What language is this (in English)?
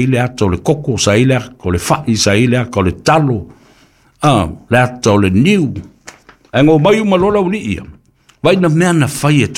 Samoan